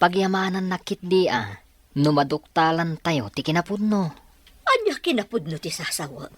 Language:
Iloko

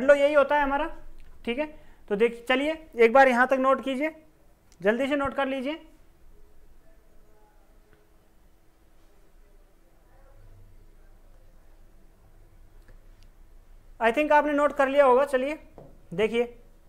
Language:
Hindi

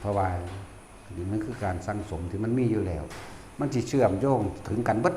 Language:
Northeastern Thai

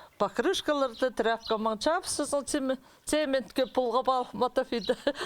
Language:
Khakas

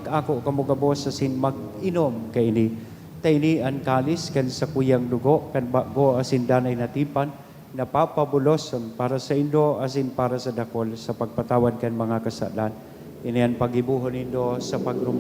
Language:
Bikol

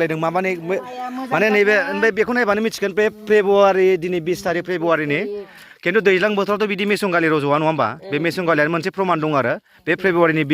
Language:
Bodo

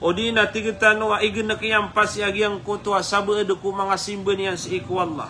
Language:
Maranao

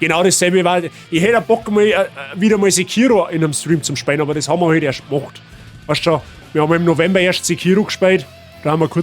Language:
Bavarian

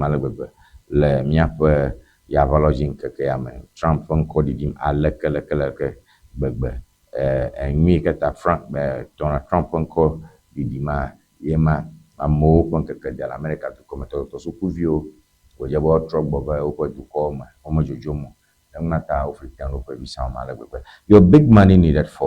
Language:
Ewe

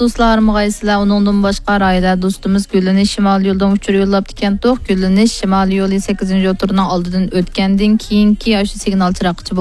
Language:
Uyghur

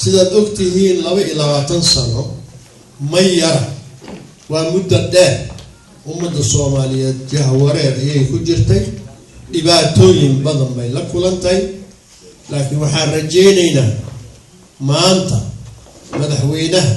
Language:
Somali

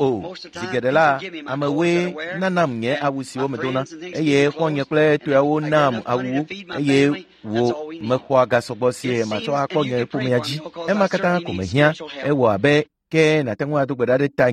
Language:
Ewe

